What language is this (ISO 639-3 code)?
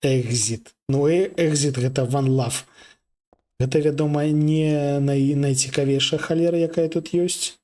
bel